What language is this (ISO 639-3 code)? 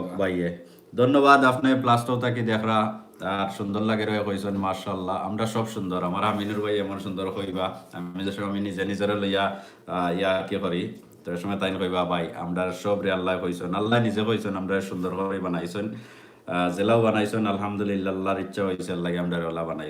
syl